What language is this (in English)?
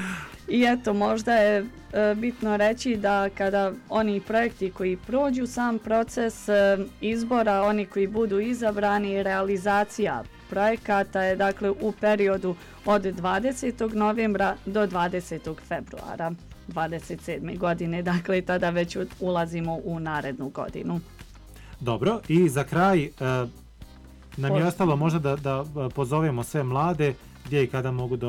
Bosnian